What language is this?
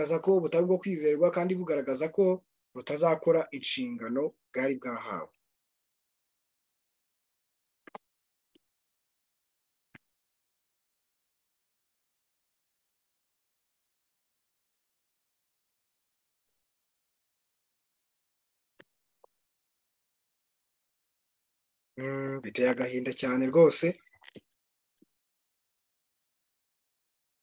Kinyarwanda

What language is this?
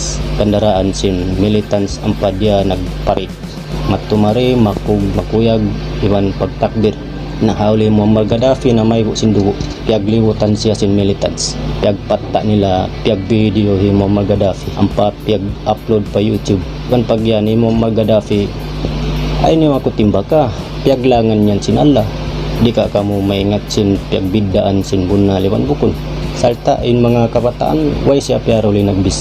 Tausug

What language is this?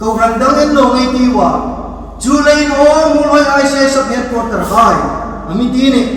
Hmar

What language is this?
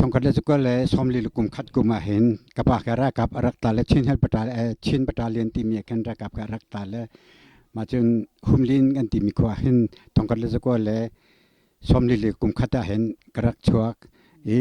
Hakha Chin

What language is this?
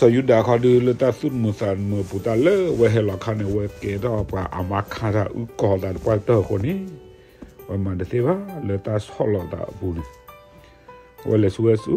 S'gaw Karen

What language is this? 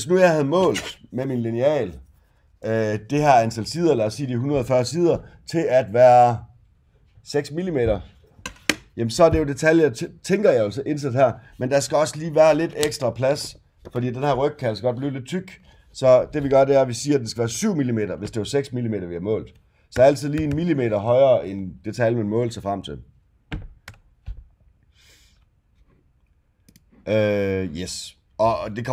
Danish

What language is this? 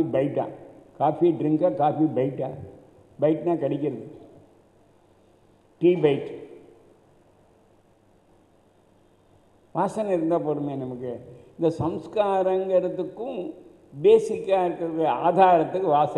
Tamil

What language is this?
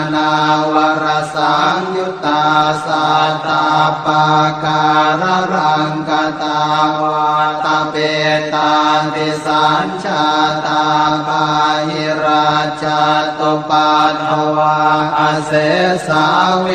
Pali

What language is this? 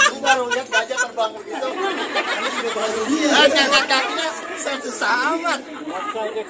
Betawi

